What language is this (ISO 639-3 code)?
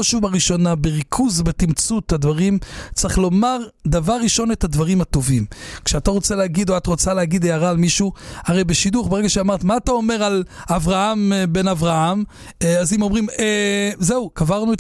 heb